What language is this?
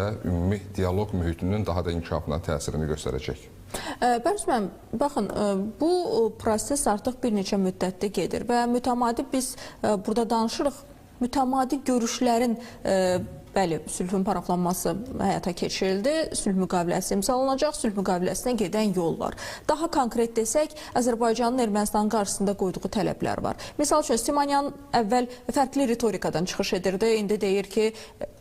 Azerbaijani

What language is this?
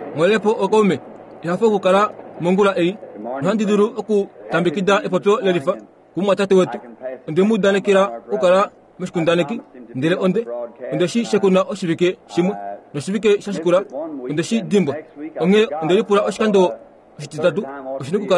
Kuanyama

